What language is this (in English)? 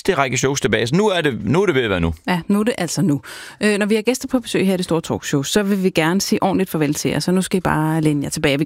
Danish